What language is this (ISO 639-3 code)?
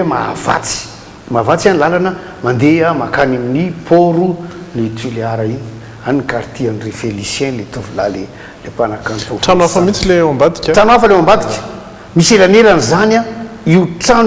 mlg